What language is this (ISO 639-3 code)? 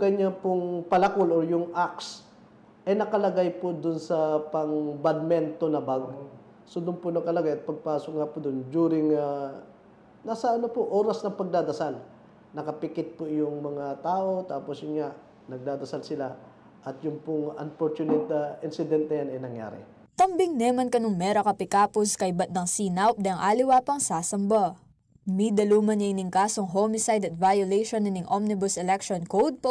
pam